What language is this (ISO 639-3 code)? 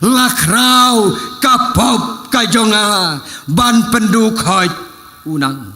kha